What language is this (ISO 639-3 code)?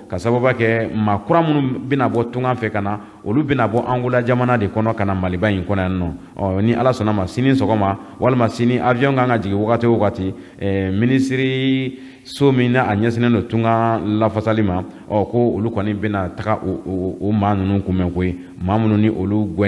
bam